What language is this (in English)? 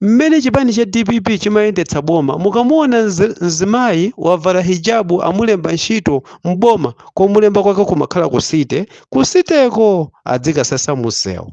Nyanja